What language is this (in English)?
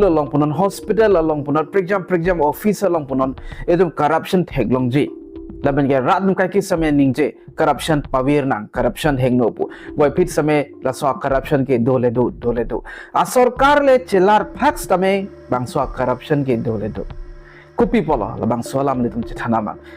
Karbi